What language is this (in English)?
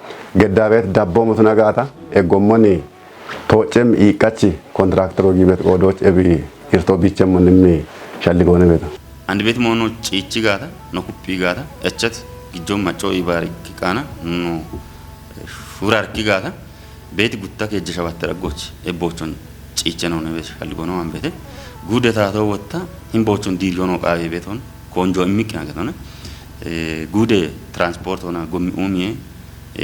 Kafa